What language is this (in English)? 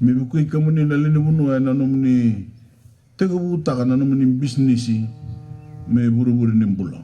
Fijian